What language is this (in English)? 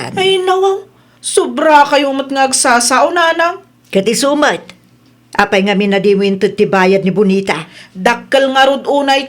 Iloko